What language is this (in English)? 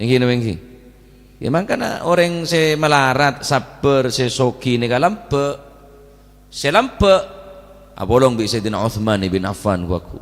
Madurese